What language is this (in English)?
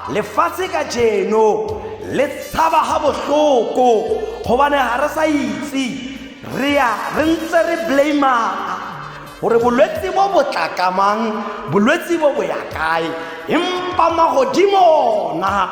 Tswana